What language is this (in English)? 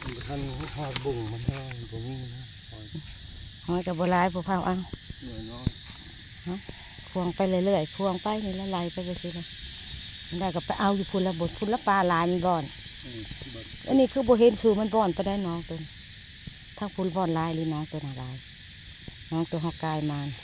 Northeastern Thai